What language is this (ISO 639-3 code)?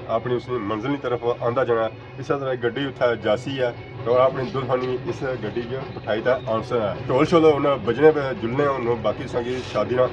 phr